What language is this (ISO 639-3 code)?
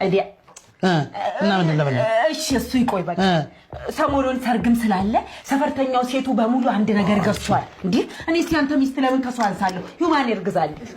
amh